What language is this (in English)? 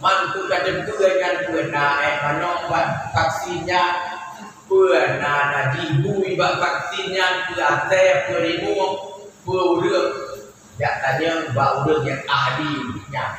Achinese